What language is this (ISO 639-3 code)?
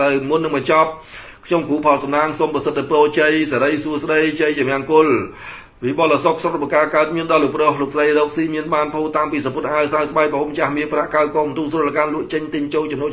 khm